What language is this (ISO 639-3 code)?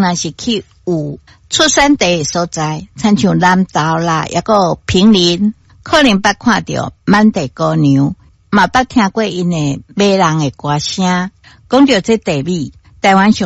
nan